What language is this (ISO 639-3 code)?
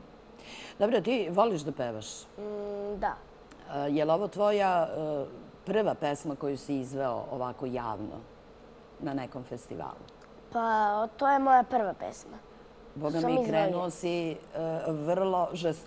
srp